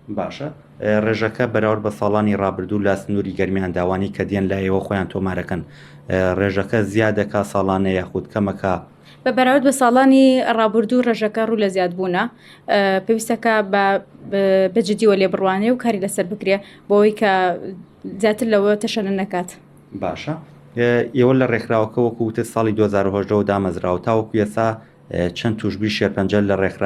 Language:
Central Kurdish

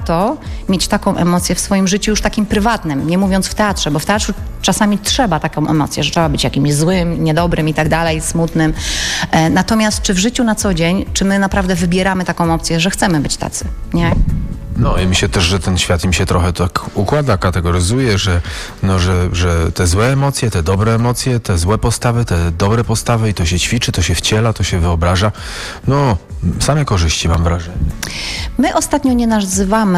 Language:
Polish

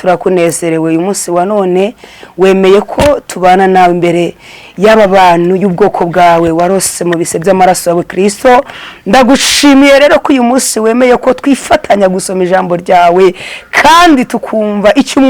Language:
Kinyarwanda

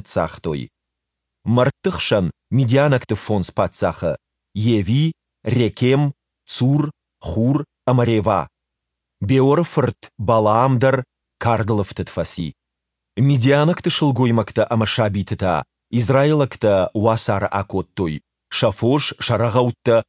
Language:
Ossetic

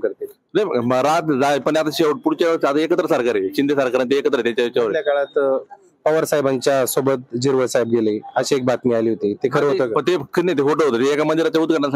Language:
Marathi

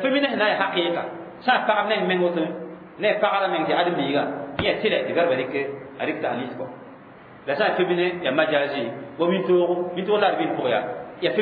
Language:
Mossi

